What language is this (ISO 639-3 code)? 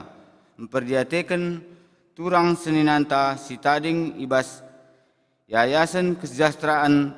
btx